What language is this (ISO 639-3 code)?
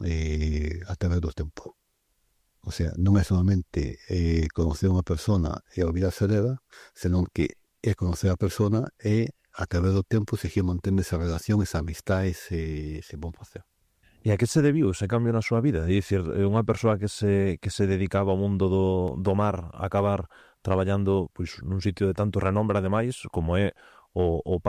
glg